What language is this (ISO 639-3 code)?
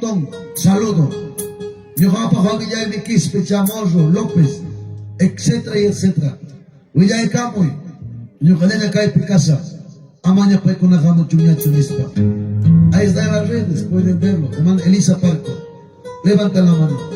quy